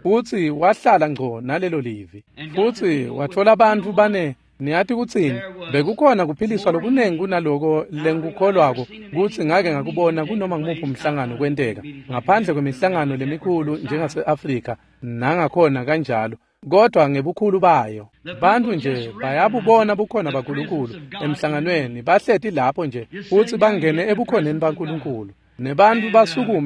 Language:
Swati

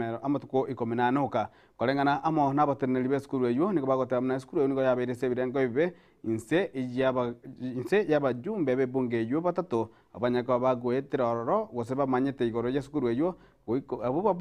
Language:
Gusii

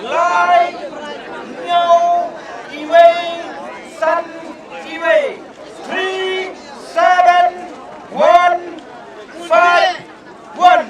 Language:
Khasi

